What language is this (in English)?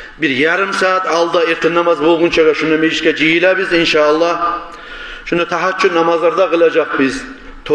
Kumyk